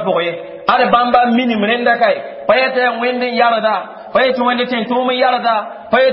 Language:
Mossi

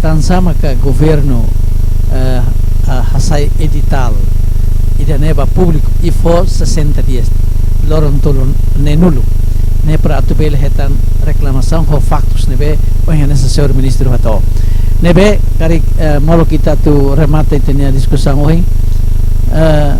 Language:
Tetum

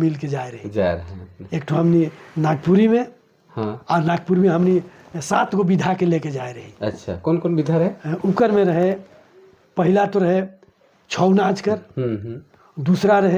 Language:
Sadri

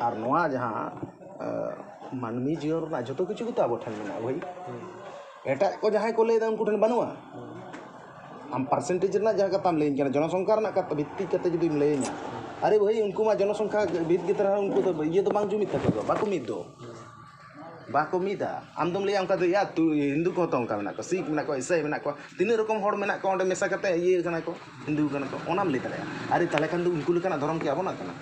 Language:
Santali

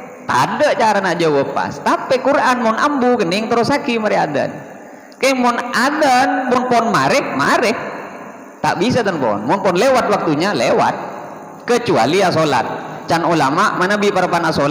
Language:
Madurese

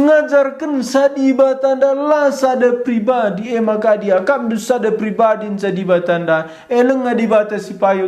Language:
Batak Karo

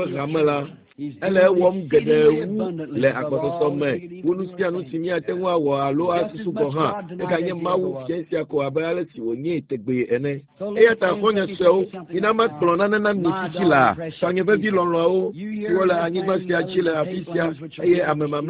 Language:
Ewe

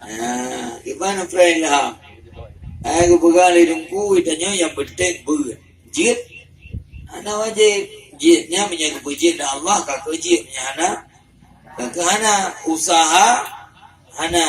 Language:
Achinese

